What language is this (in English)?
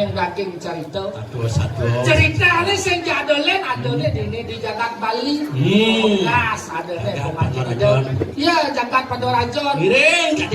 Balinese